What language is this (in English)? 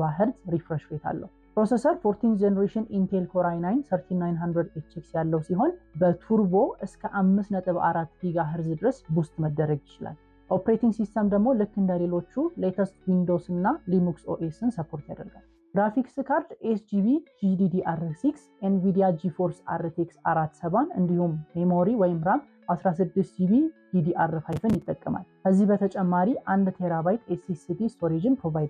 Amharic